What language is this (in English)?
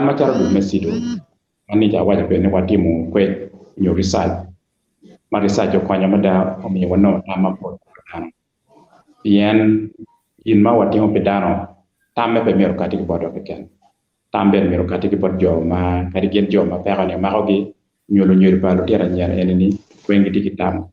Acoli